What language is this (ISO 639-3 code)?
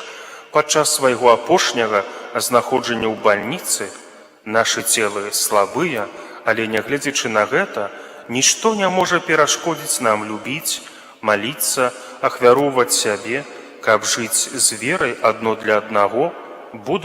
bel